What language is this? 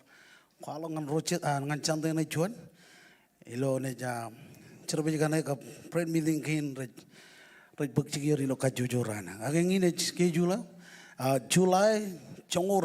Marshallese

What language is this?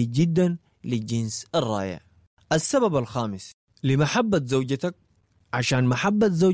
Sudanese Arabic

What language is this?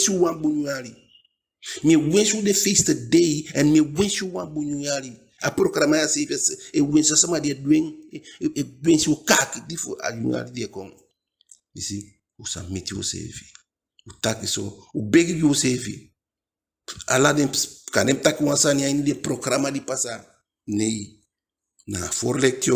Eastern Maroon Creole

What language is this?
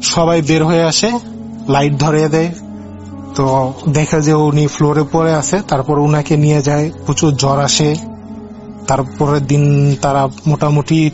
Bangla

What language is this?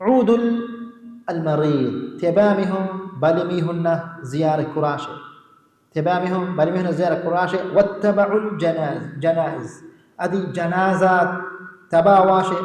Divehi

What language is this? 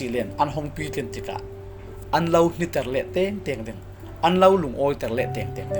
Falam Chin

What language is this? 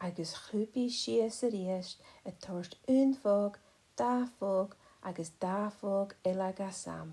Scottish Gaelic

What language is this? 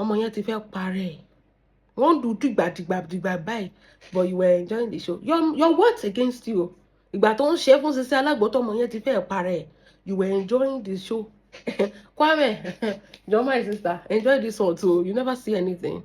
Yoruba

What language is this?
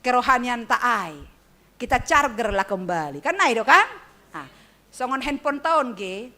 Batak Simalungun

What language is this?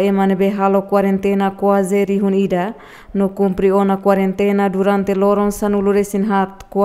Tetum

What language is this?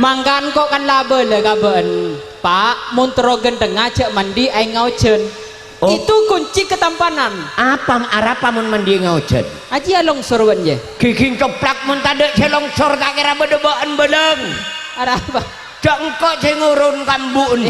Madurese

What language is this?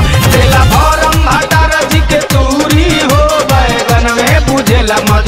Bhojpuri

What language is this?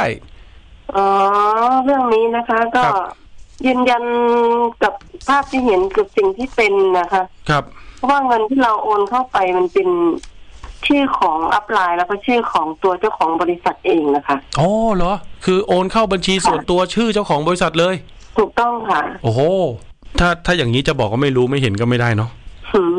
Thai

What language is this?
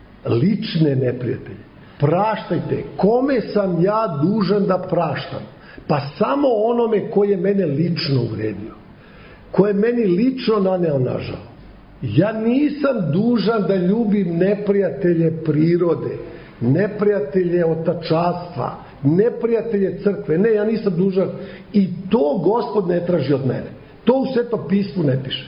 Serbian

